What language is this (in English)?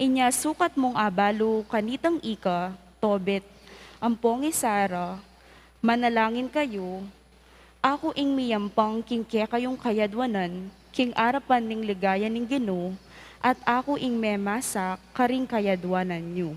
Pampanga